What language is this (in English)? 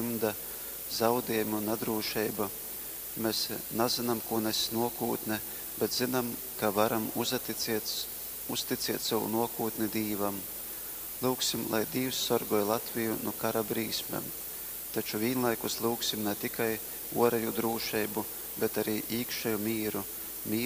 Latgalian